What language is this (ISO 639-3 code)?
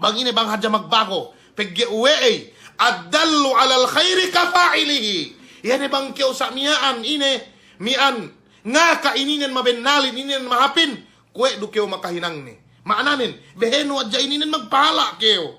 yka